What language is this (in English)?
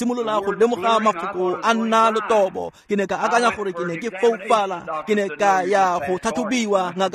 Tswana